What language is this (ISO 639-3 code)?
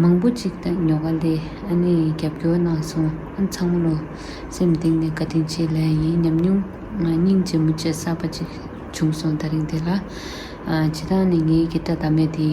bod